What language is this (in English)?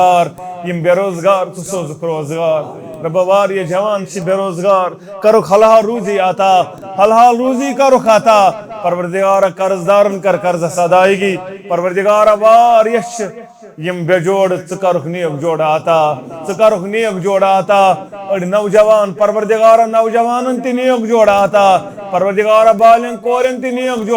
Kashmiri